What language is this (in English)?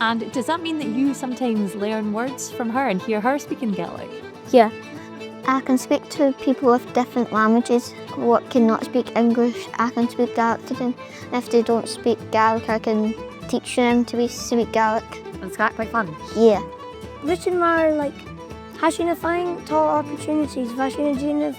Scottish Gaelic